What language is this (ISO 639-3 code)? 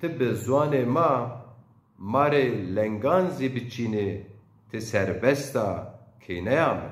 zza